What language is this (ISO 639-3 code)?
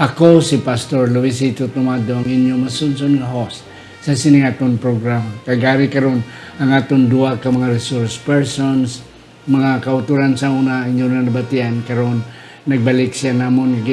hil